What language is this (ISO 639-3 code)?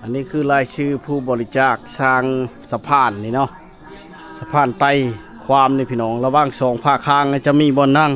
lao